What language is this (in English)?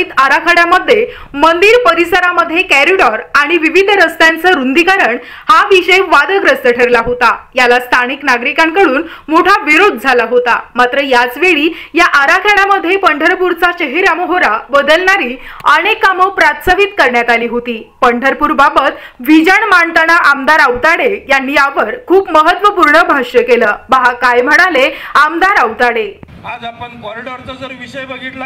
Marathi